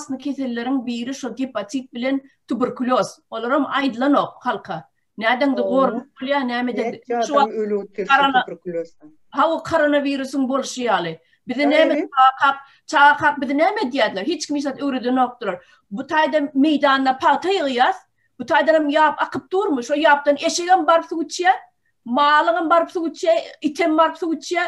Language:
Turkmen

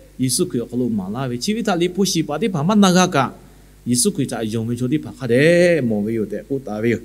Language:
Lahu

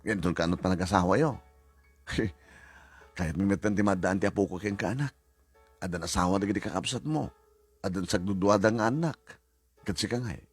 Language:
Iloko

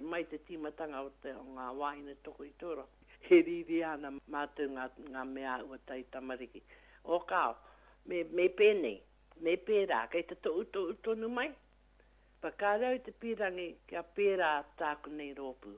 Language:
Māori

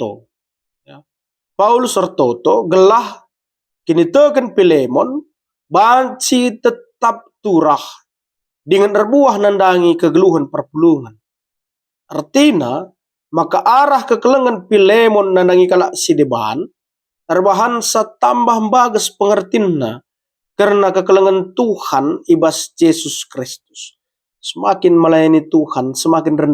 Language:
Batak Karo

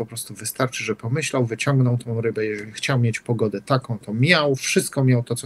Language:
Polish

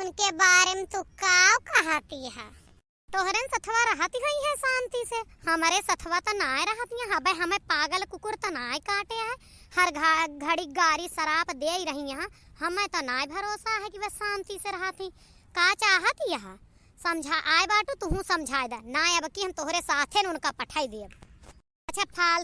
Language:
Awadhi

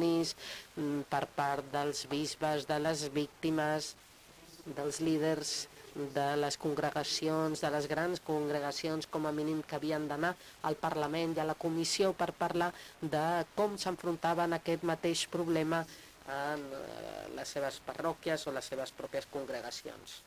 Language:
Catalan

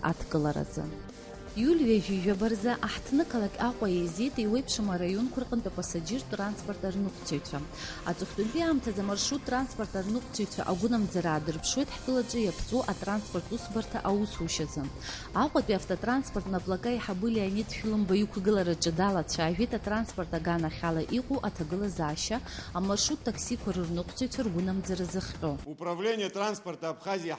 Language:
Abkhazian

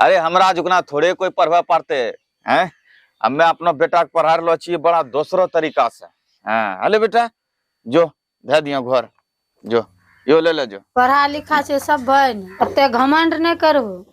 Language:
Angika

